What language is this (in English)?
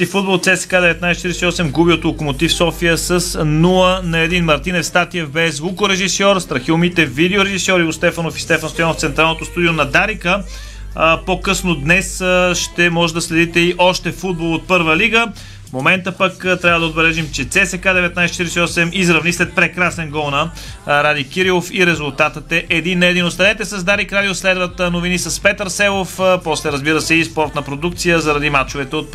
Bulgarian